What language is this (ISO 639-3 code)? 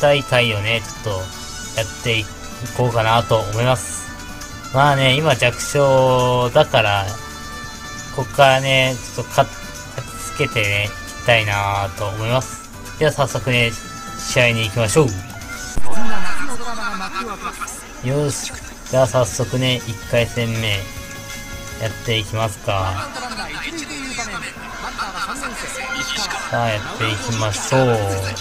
jpn